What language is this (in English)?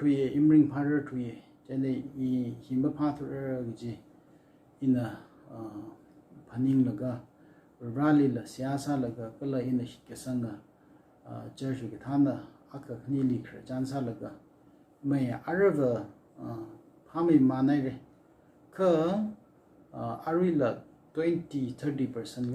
Tangkhul Naga (India)